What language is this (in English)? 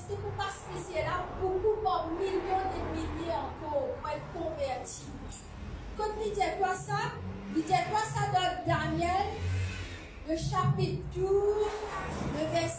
Morisyen